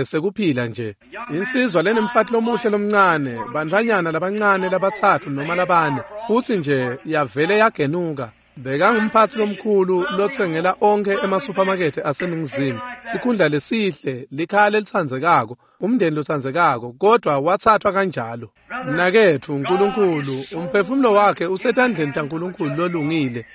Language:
Swati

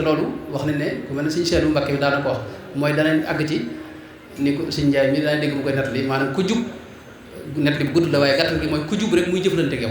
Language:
Wolof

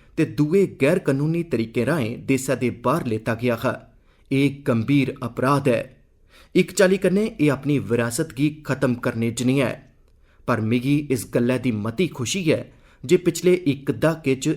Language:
Dogri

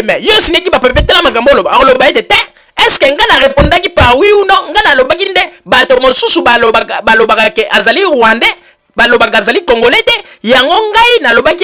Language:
Lingala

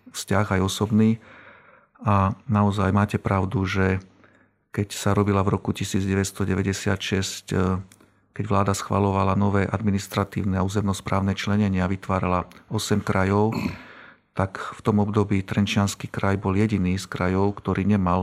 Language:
Slovak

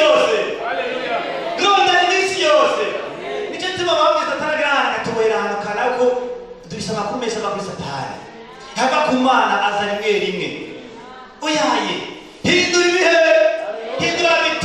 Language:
Rundi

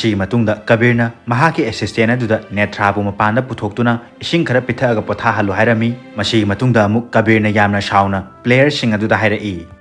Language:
Manipuri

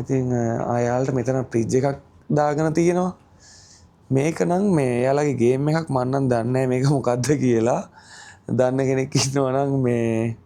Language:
Sinhala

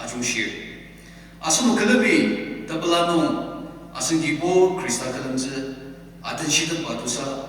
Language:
Ao Naga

